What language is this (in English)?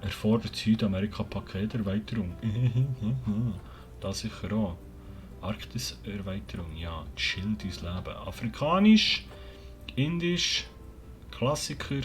Swiss German